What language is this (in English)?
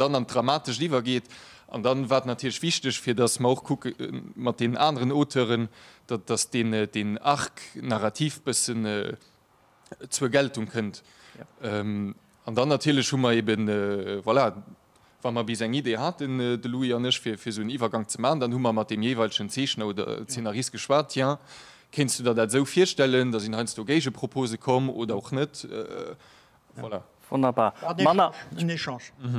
Luxembourgish